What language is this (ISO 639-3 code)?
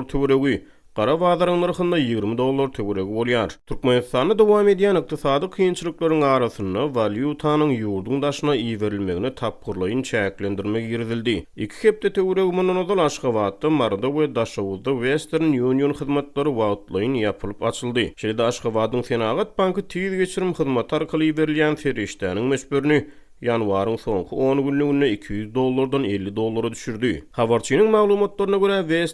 tuk